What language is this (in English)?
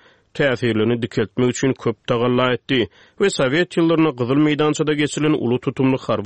Turkmen